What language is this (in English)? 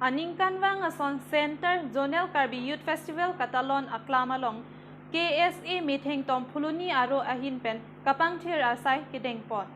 Karbi